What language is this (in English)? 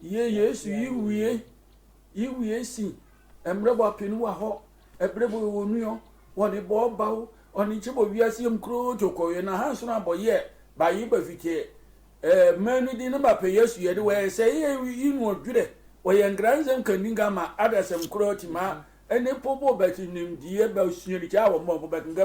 Sehwi